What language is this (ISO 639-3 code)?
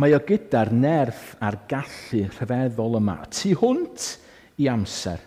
cym